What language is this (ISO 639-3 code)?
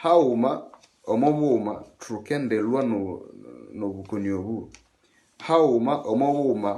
nnb